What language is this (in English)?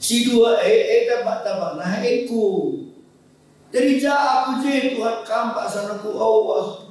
Batak Karo